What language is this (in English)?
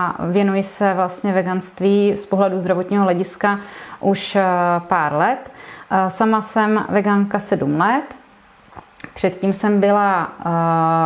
Czech